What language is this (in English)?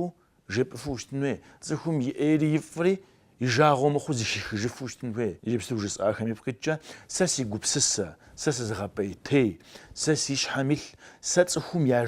Kabardian